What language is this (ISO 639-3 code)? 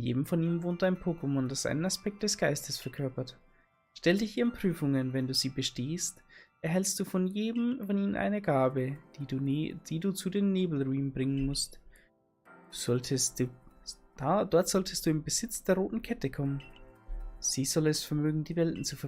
bar